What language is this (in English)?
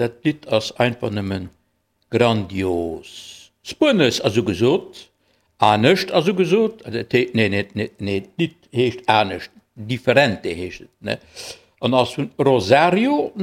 Luxembourgish